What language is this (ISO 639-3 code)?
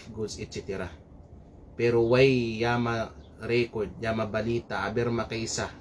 kqe